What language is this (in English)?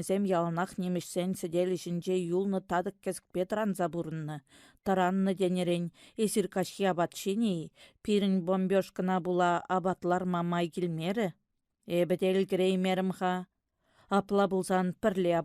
Chuvash